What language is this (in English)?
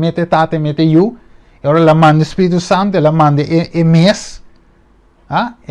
Papiamento